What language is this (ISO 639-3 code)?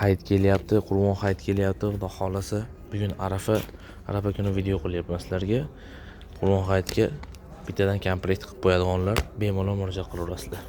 uzb